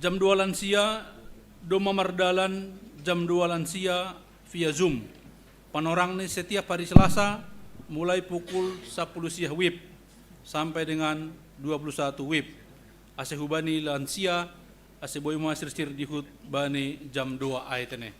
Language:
Batak Simalungun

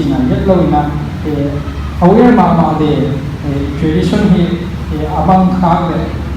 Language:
Paite Chin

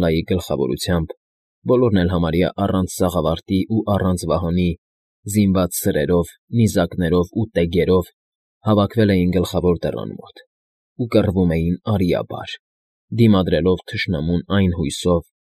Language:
Armenian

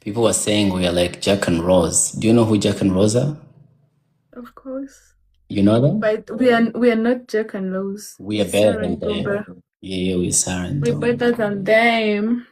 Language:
Kinyarwanda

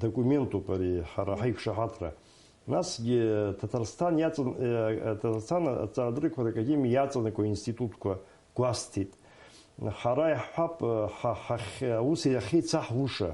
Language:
Abkhazian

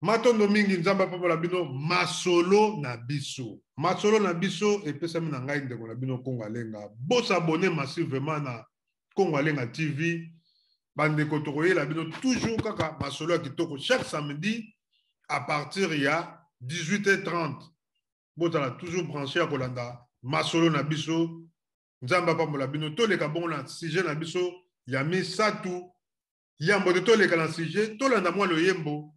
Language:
Lingala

